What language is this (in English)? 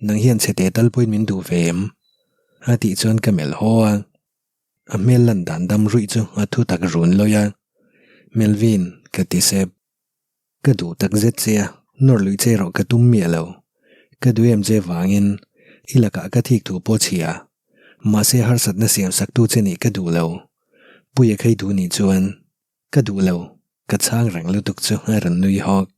Mizo